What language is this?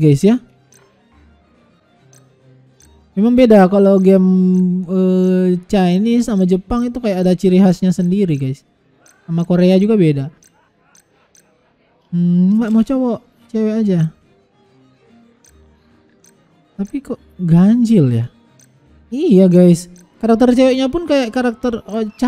Indonesian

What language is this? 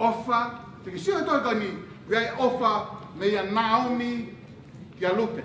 Tongan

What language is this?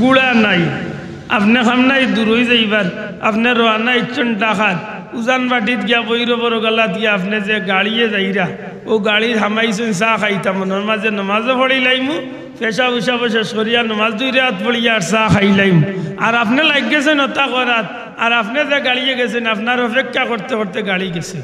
Sylheti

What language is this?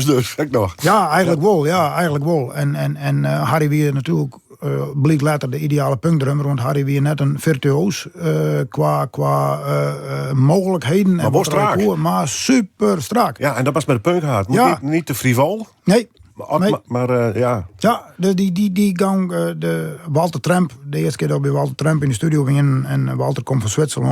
Western Frisian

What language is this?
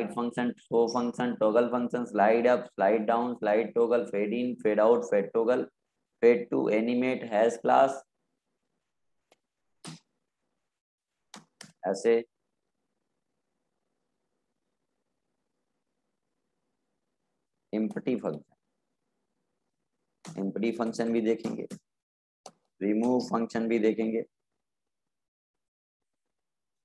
Hindi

